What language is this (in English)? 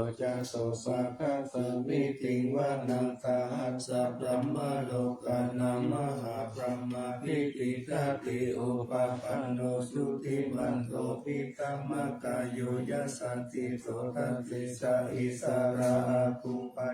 Pali